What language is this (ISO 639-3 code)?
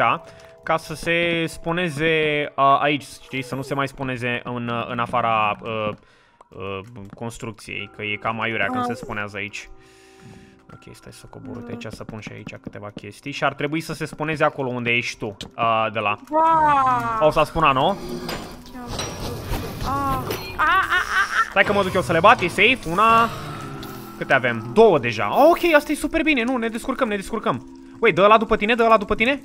ron